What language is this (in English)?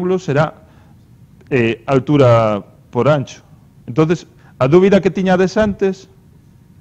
Galician